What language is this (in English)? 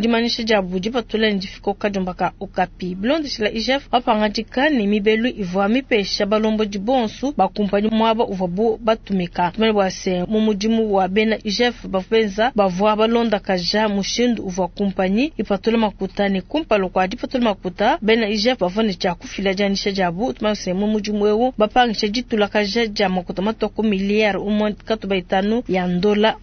Luba-Lulua